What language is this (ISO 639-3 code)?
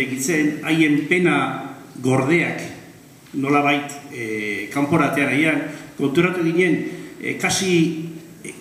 eus